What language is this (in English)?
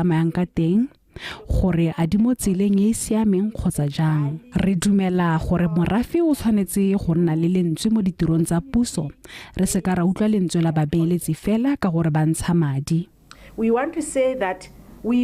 Tswana